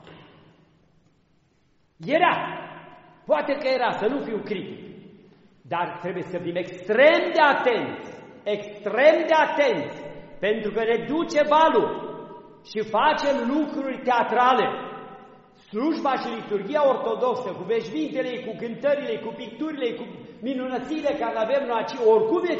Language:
Romanian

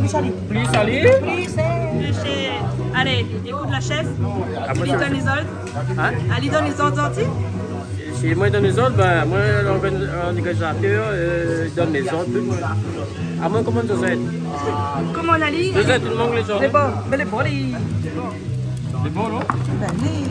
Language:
Réunion Creole French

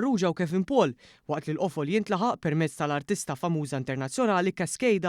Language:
Maltese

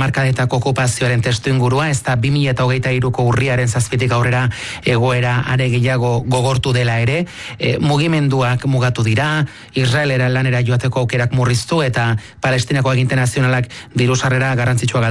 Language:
Basque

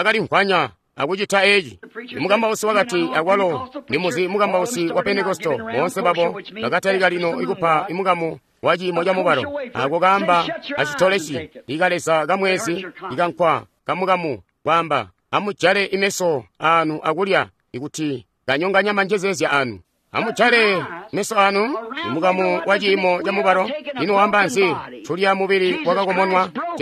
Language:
Tonga (Zambia)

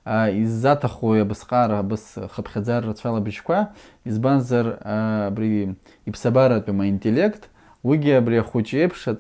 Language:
Abkhazian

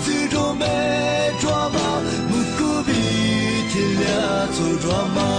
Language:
Lisu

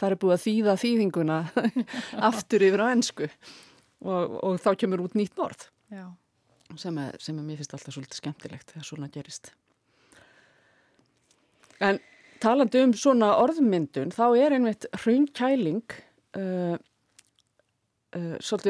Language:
Icelandic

